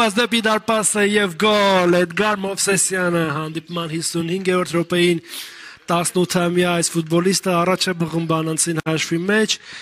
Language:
Armenian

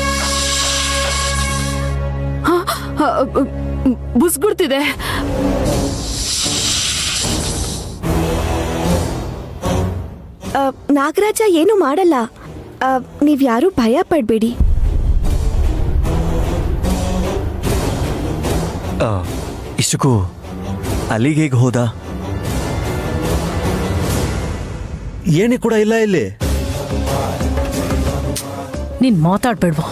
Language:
Kannada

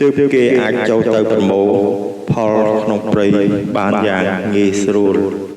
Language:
Khmer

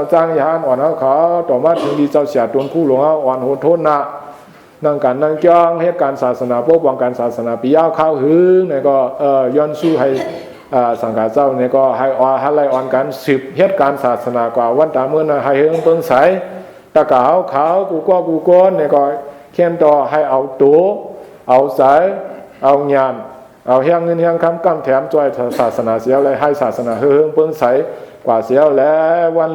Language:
Shan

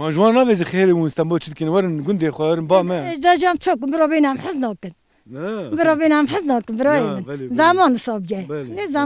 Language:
Kurdish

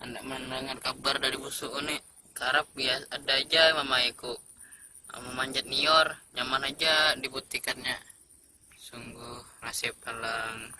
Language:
Banjar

